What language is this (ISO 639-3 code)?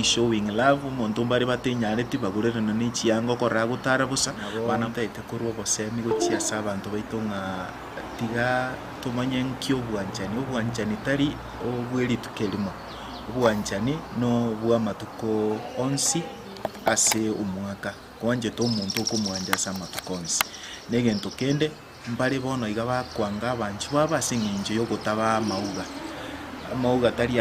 guz